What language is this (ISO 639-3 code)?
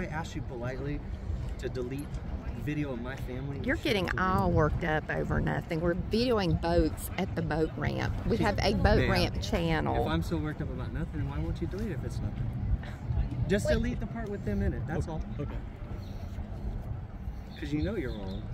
eng